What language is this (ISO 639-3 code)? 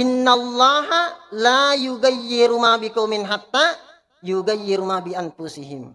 bug